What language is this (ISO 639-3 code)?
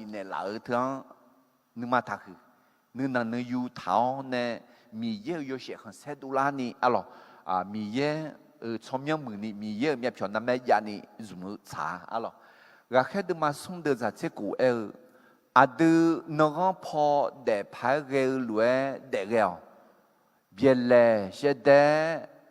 ahk